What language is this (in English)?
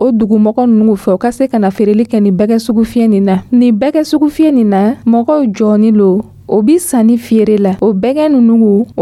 Dyula